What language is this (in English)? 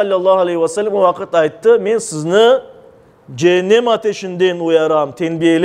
Crimean Tatar